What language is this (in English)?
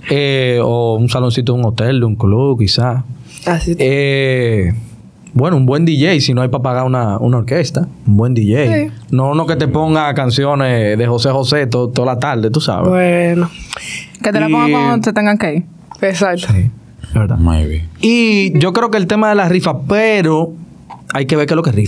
Spanish